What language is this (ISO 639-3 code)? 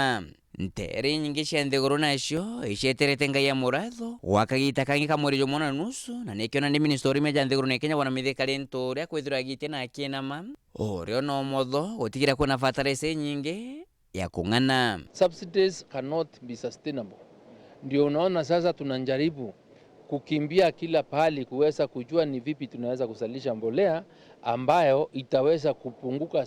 mer